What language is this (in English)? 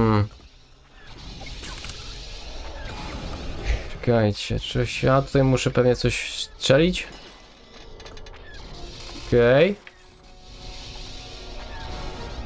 Polish